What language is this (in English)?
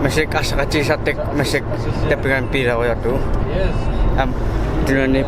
Kalaallisut